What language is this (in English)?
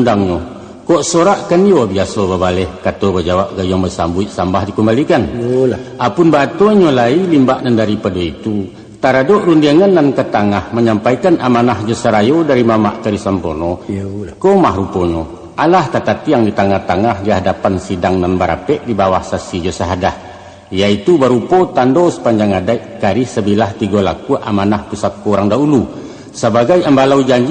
Minangkabau